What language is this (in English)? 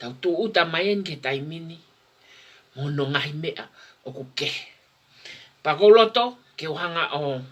Tongan